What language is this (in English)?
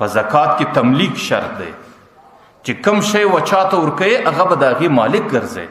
Pashto